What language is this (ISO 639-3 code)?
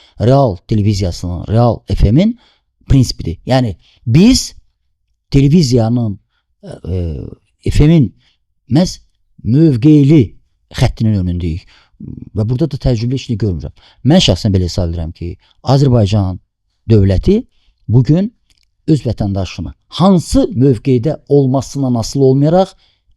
aze